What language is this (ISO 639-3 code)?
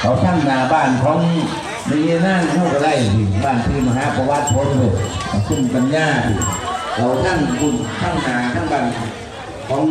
lao